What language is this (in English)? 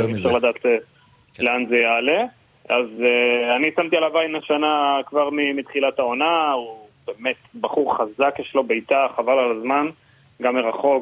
Hebrew